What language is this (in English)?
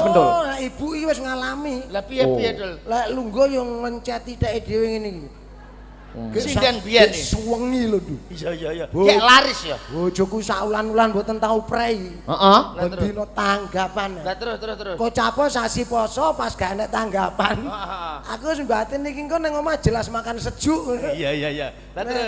Javanese